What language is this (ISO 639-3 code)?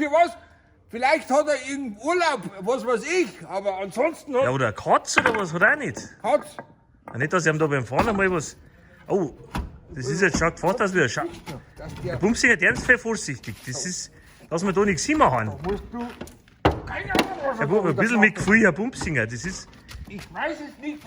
bar